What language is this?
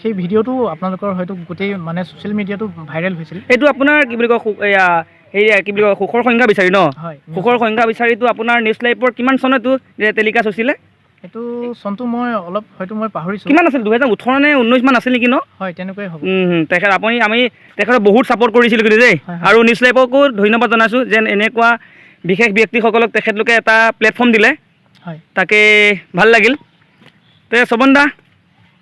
Assamese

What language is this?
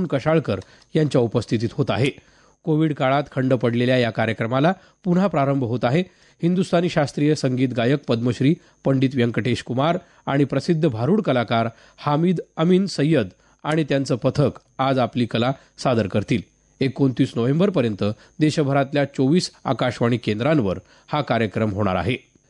Marathi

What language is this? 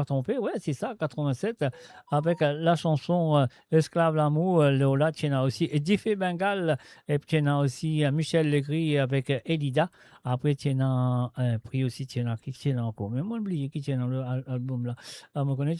Morisyen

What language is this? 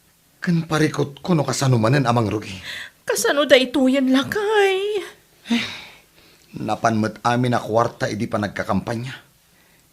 Iloko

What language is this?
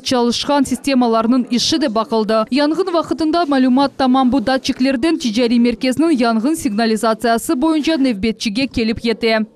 Crimean Tatar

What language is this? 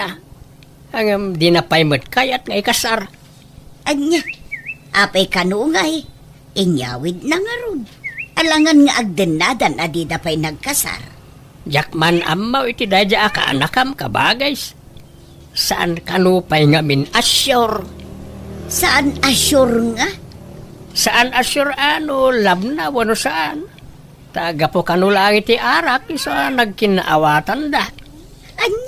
Iloko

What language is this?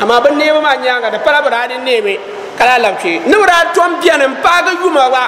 Dagbani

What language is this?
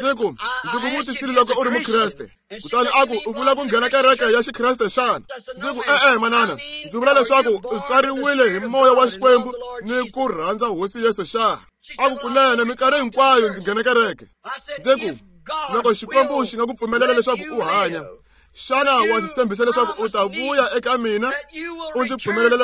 Tsonga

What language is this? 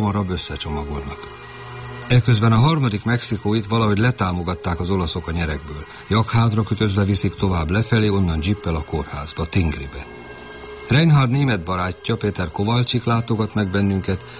Hungarian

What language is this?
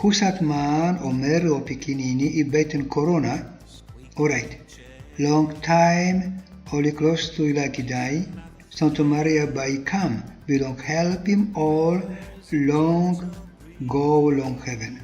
Tok Pisin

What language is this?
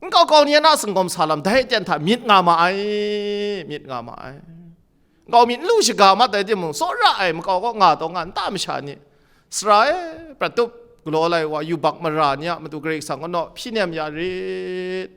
Kachin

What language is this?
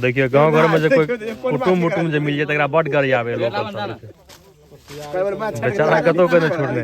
Maithili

